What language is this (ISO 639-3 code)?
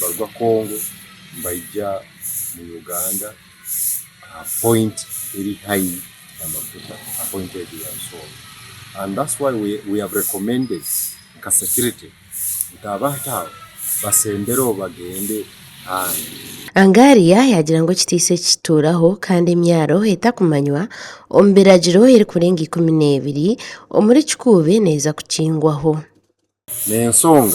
nyn